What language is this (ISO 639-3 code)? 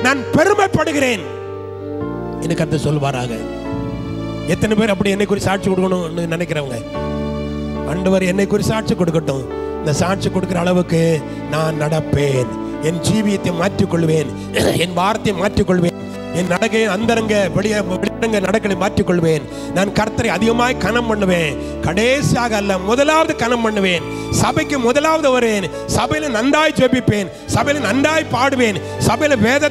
tam